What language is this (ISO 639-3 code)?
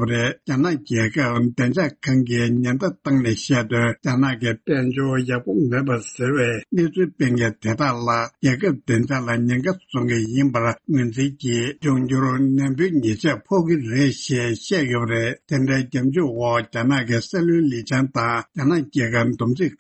bod